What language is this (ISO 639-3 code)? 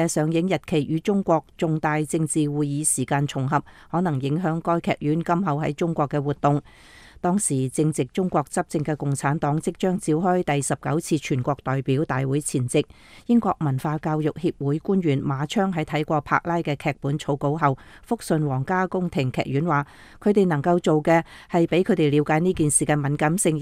yue